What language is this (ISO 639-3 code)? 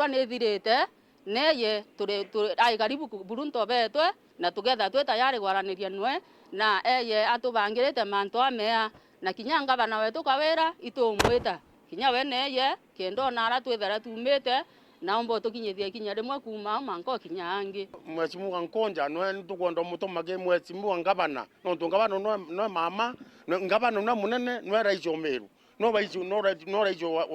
mer